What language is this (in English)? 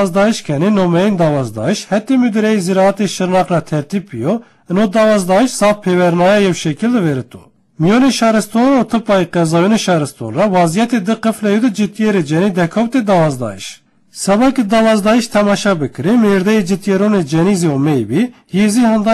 Zaza